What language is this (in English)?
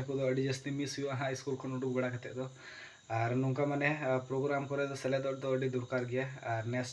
Santali